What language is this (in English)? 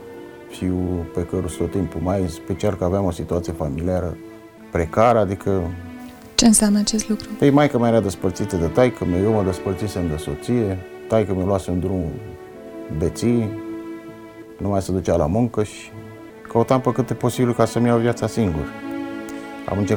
Romanian